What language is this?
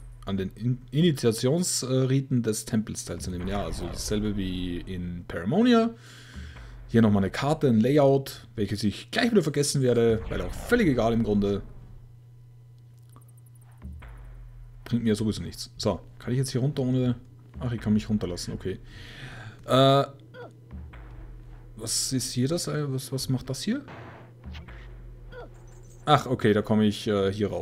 German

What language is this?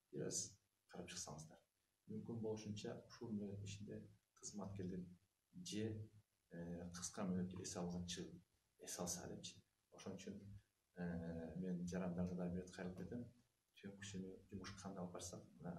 Kyrgyz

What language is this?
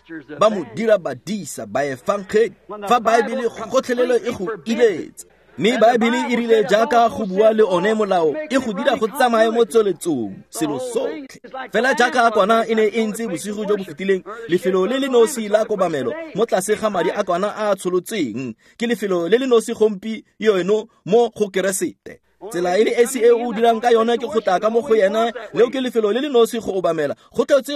Tswana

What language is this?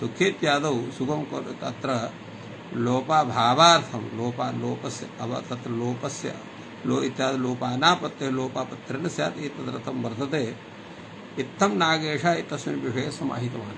Sanskrit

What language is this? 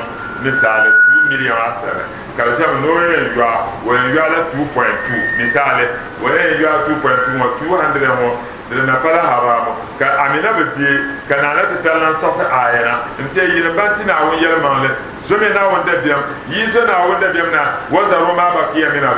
Dagbani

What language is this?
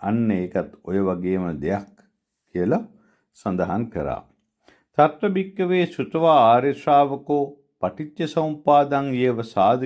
Sinhala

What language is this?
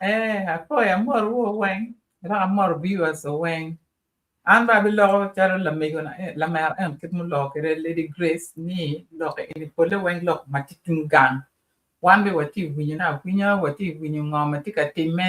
Acoli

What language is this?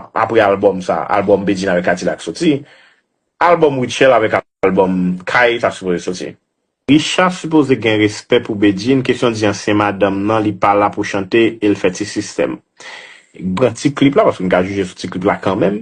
Haitian Creole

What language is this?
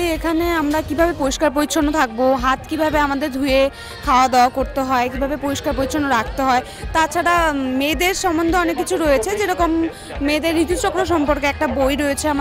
Bangla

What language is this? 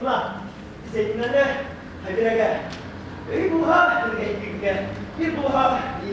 Bashkir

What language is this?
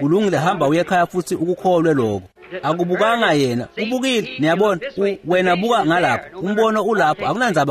Swati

